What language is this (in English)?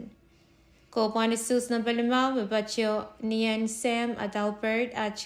Pohnpeian